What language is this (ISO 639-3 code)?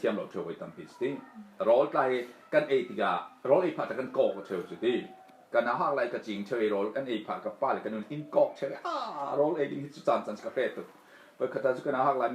cfm